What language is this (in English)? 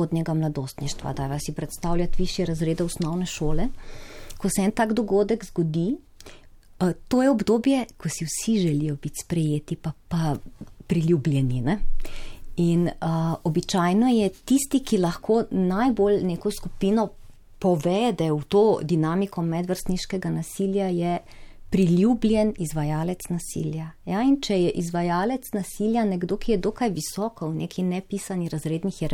Slovenian